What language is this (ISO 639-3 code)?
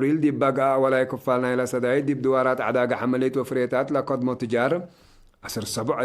tig